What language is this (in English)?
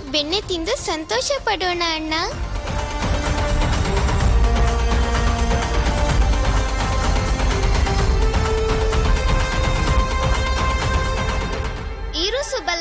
Kannada